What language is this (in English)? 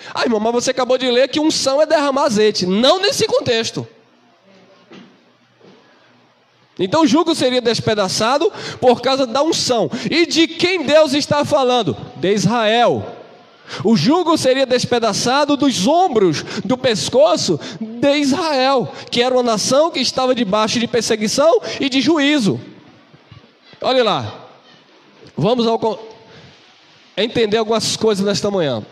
Portuguese